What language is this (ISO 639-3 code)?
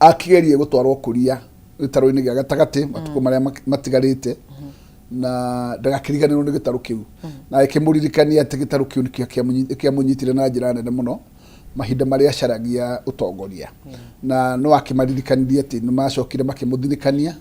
kik